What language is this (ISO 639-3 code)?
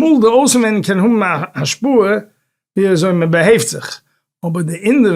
yid